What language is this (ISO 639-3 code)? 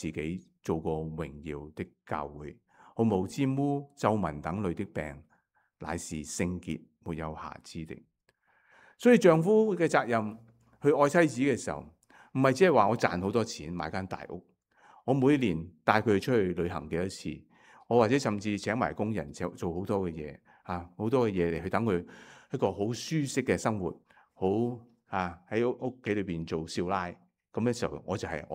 yue